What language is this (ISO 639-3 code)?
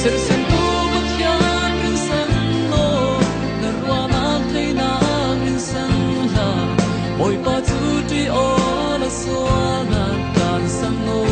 cfm